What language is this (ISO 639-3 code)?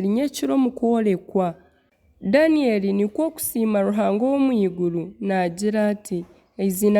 nyn